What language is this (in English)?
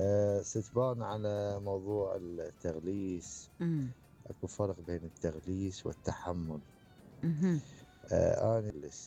Mesopotamian Arabic